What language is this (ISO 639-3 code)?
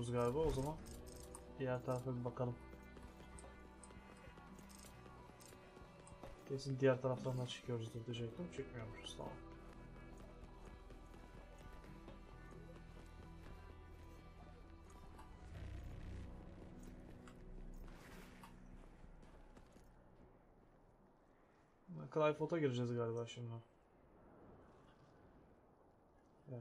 tur